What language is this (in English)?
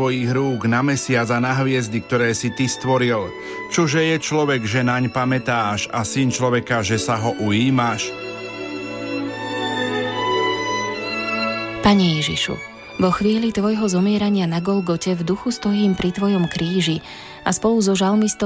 Slovak